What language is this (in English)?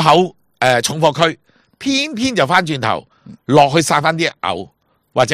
Cantonese